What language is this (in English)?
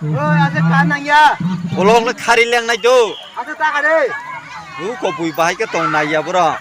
Kok Borok